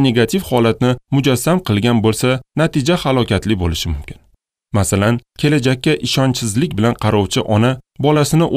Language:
Uzbek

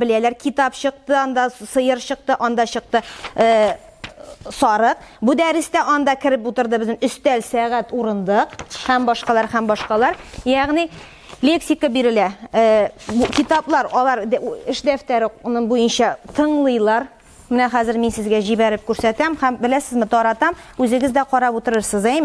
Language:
Tatar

